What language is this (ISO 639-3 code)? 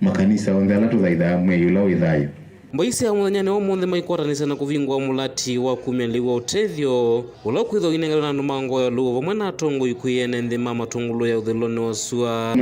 kam